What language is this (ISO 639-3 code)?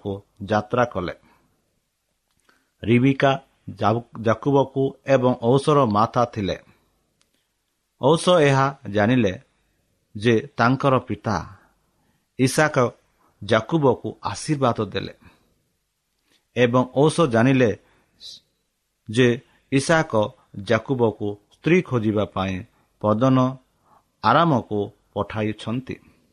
ori